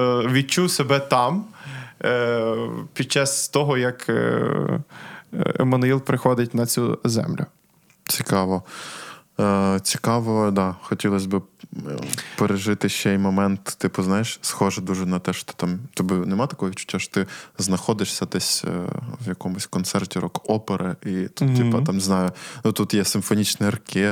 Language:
Ukrainian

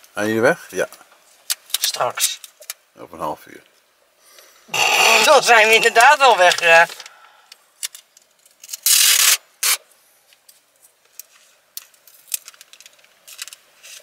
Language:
Dutch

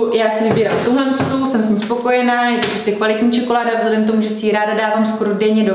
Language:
Czech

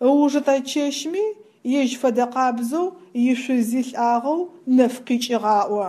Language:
Adyghe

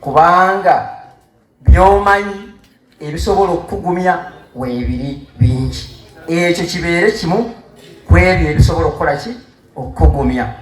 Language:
Ganda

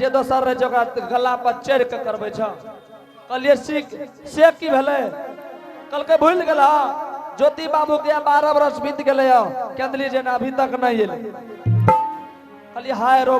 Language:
Angika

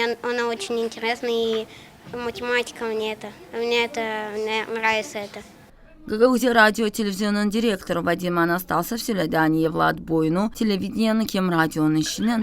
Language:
Gagauz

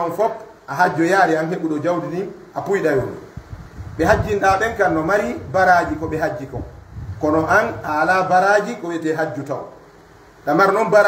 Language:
Fula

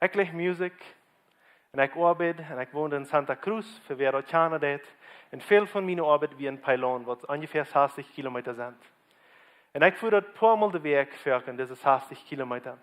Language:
Plautdietsch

